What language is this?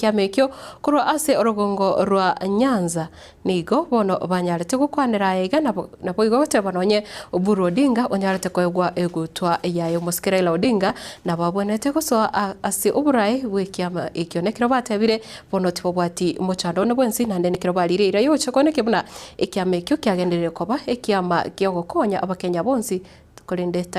Gusii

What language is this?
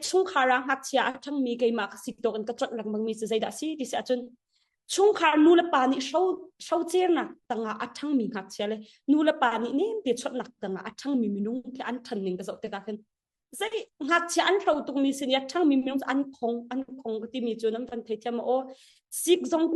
Hakha Chin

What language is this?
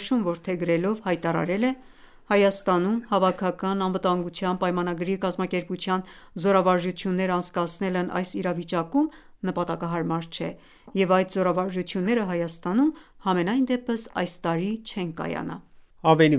Armenian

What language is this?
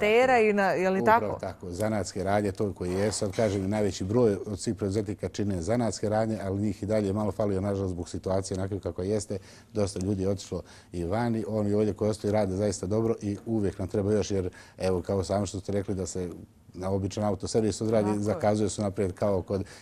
Bosnian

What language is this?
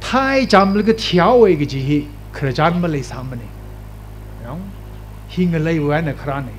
Tangkhul Naga (India)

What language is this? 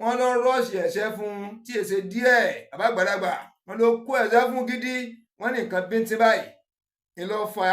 Yoruba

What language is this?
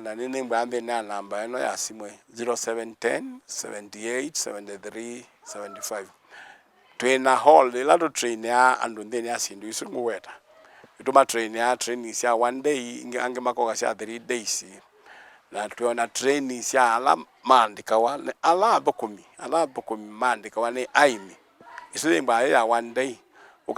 Kamba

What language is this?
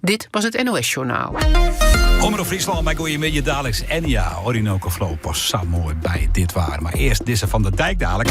Western Frisian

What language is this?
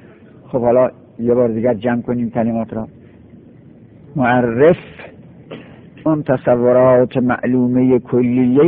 Persian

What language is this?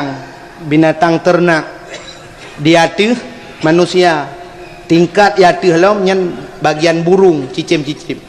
Achinese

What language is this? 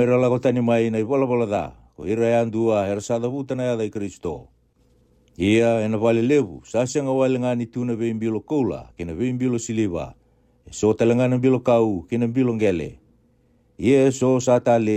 Fijian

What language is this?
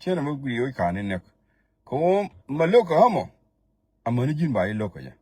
Nuer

